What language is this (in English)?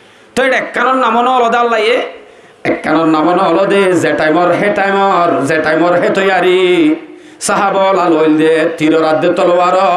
Rohingya